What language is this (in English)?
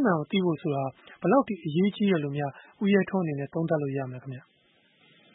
Burmese